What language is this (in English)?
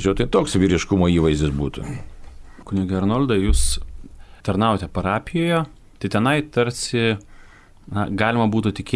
Lithuanian